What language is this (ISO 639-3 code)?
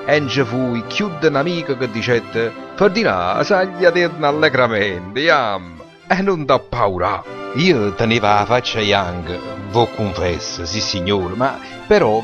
nap